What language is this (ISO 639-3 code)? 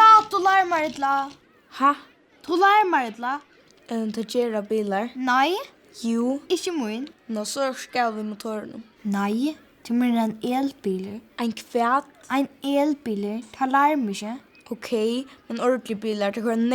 fao